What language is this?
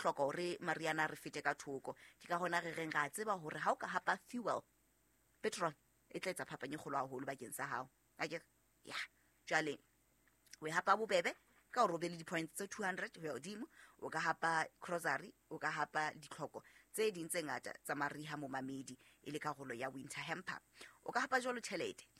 Southern Sotho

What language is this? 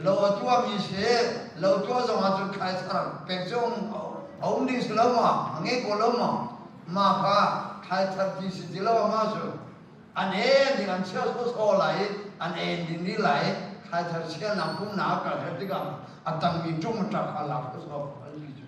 Hakha Chin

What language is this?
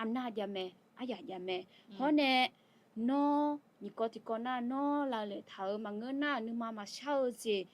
Akha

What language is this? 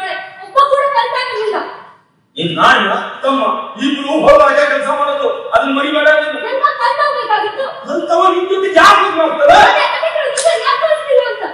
Kannada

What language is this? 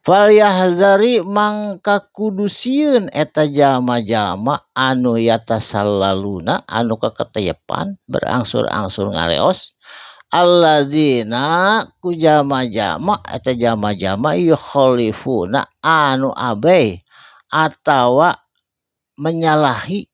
Sundanese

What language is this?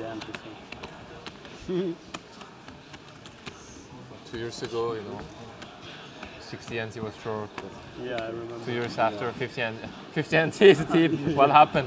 Chinese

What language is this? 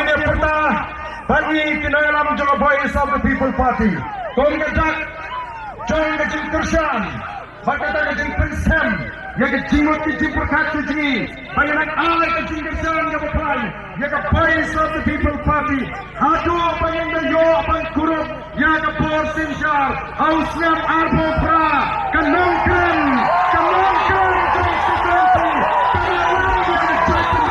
Khasi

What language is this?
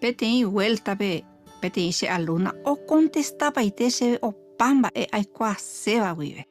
Guarani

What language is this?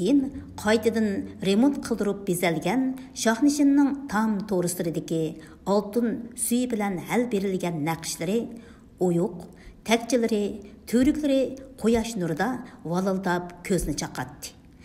Uyghur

